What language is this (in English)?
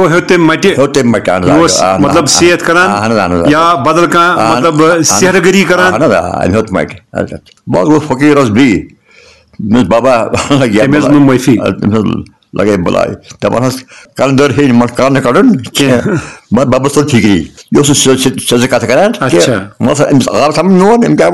Kashmiri